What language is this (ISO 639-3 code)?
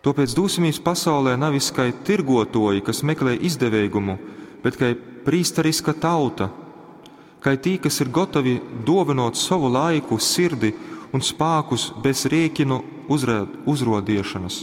ltg